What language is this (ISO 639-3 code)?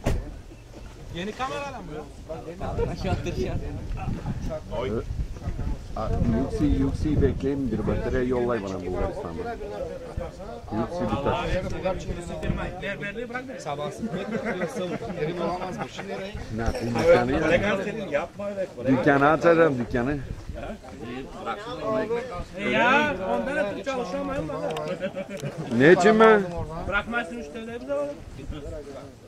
tur